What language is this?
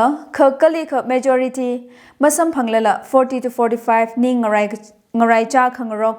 Tangkhul Naga (India)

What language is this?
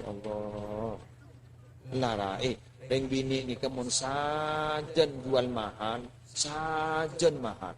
Madurese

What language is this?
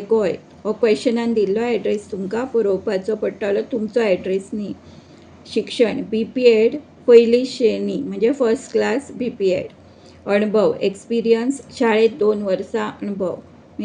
Konkani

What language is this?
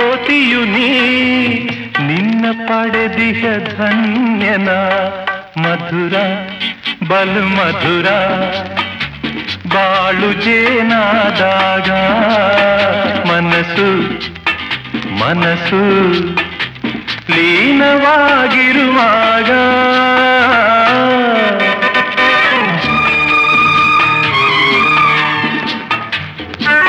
Kannada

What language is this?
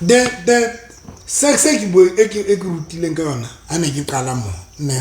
Southern Sotho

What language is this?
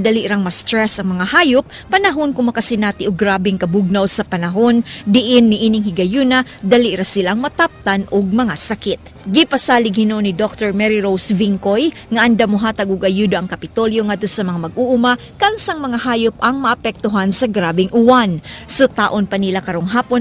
Cebuano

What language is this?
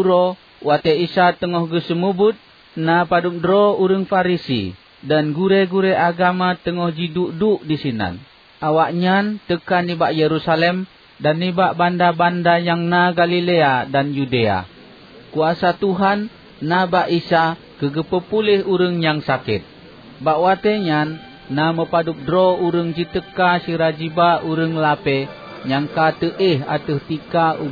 Achinese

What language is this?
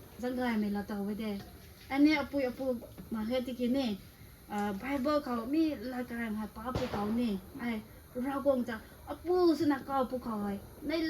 Rongmei Naga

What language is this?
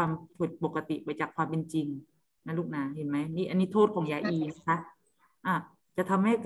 Thai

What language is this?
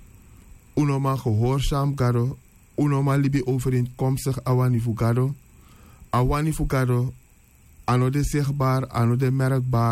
Sranan Tongo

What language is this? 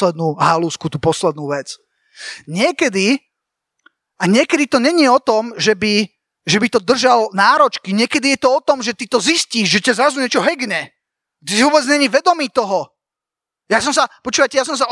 Slovak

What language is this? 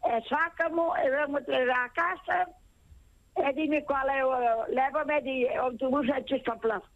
Galician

